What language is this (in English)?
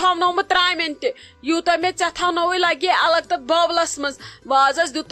Kashmiri